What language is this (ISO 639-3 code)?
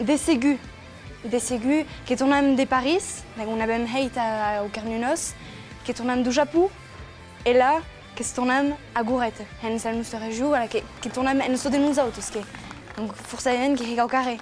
oci